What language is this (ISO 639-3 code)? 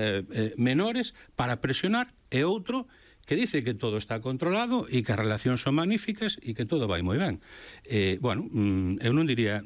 glg